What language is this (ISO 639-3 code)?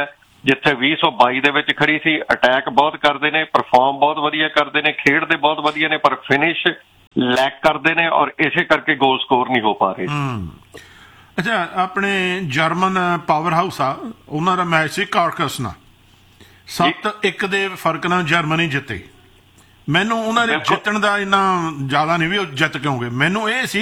pan